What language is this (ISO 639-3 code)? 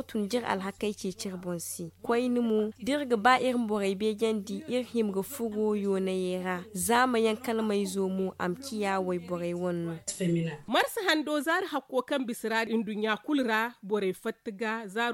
dje